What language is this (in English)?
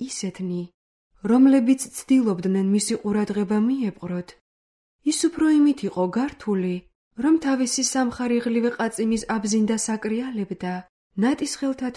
Georgian